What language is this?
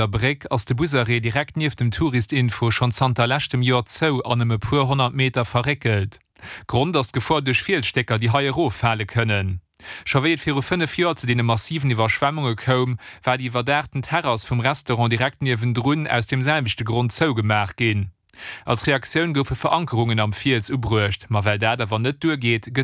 Luxembourgish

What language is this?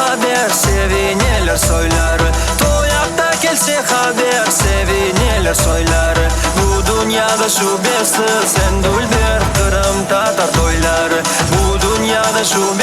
Crimean Tatar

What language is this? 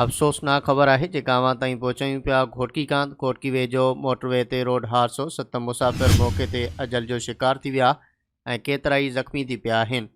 Sindhi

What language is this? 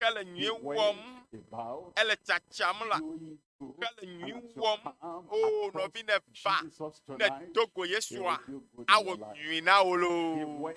Ewe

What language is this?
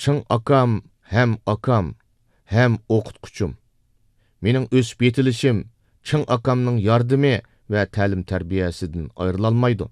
Uyghur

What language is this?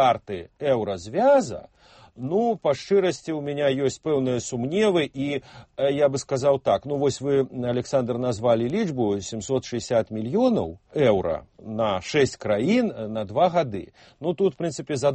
Belarusian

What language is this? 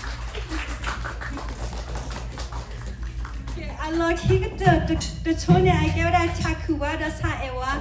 S'gaw Karen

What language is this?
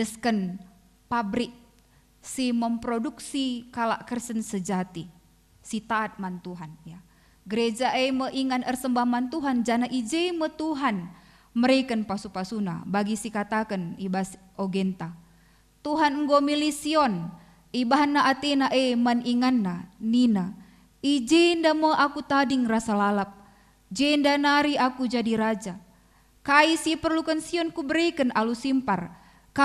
Batak Karo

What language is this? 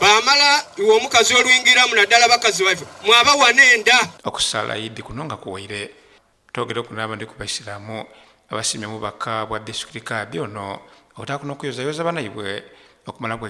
Soga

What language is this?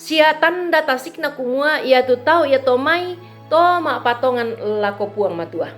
Toraja-Sa'dan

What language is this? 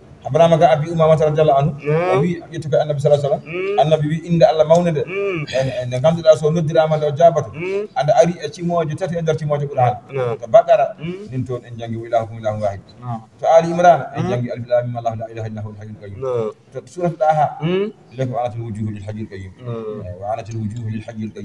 Fula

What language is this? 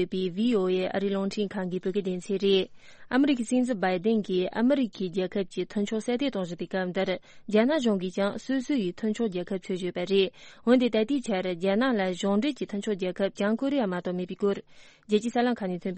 Tibetan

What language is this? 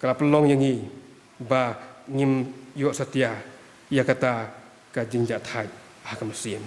Khasi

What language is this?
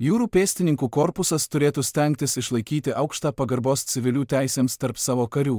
Lithuanian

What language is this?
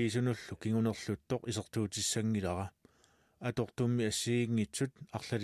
Kalaallisut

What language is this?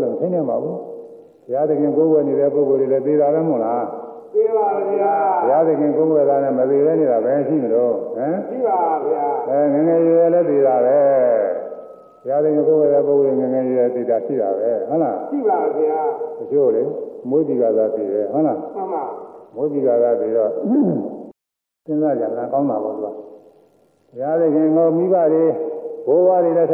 Burmese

